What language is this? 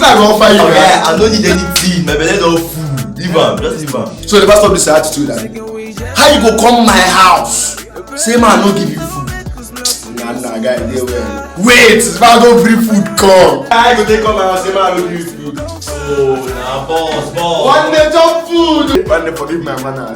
Nigerian Pidgin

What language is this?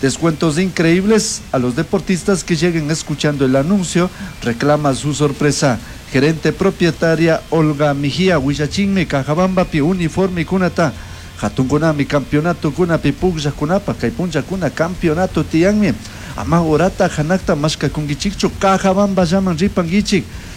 Chimborazo Highland Quichua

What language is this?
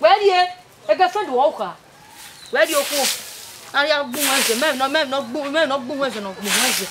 Bini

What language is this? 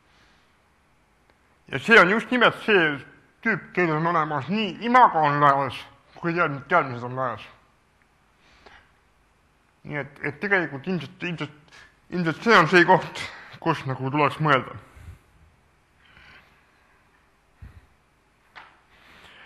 Estonian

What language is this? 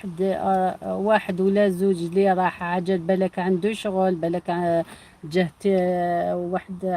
Algerian Arabic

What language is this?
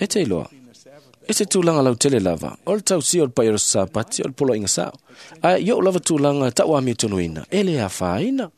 Samoan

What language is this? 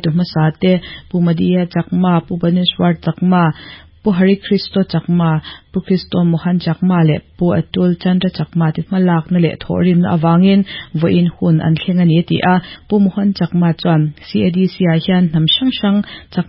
Mizo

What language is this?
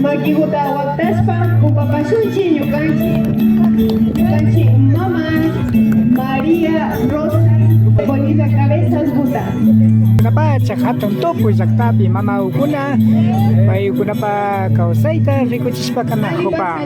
Imbabura Highland Quichua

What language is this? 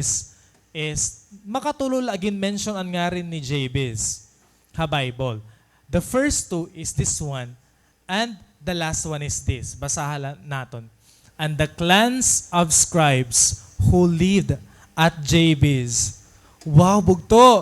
Waray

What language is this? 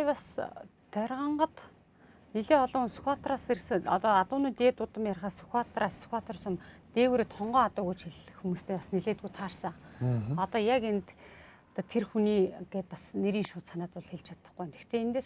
Mongolian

